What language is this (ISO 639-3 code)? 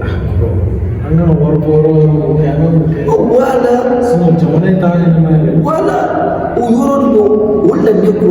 bam